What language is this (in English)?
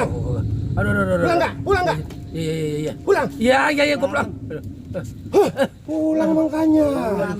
Betawi